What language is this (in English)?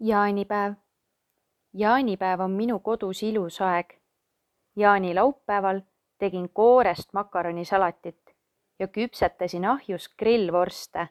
Estonian